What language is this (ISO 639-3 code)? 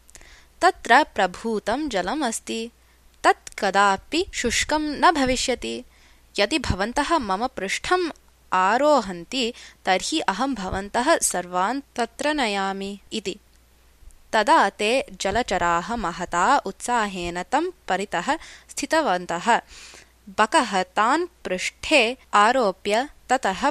san